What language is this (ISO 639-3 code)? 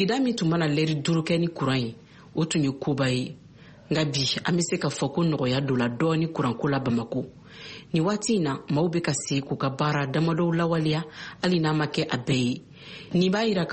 bam